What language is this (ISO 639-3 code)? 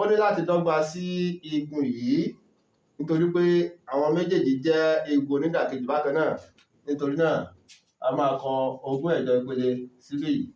yor